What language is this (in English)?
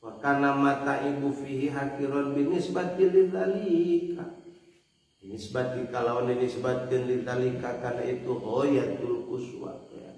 Sundanese